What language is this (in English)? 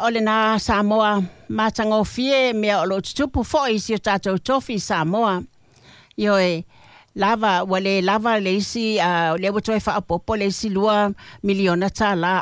Samoan